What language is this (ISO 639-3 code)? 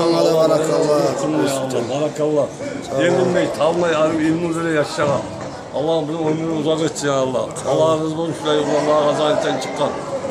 kum